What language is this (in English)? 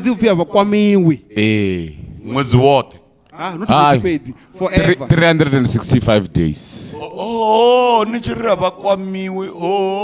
Venda